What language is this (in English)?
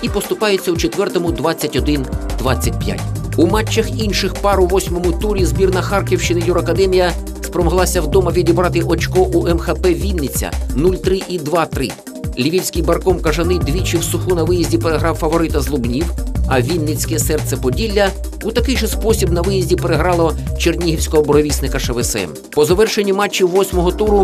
Ukrainian